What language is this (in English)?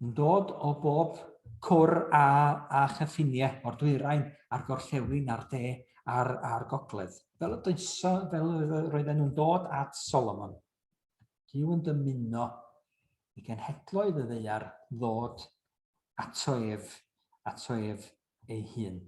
Welsh